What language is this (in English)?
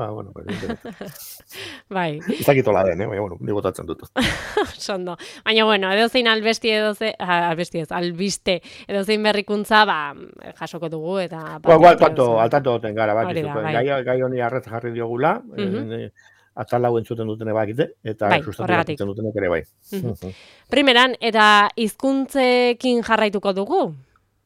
Basque